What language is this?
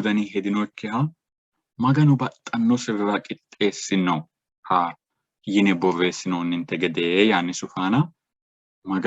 Sidamo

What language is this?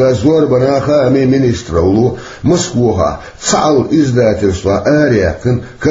Chechen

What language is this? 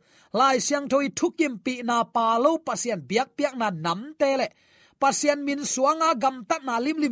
Tedim Chin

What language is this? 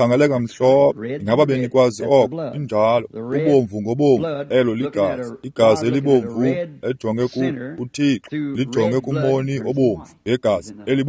Xhosa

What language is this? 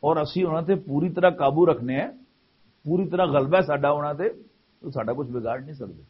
Western Panjabi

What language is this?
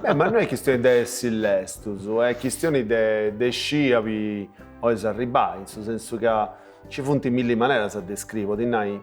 Sardinian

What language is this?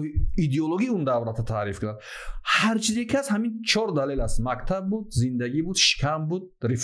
Tajik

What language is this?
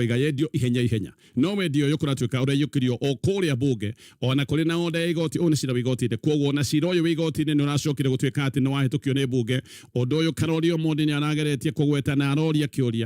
Kikuyu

